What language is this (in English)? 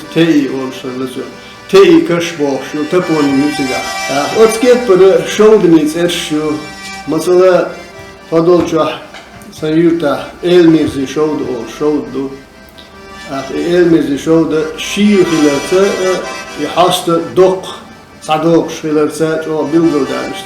Chechen